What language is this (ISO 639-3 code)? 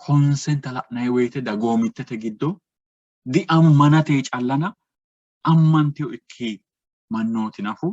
sid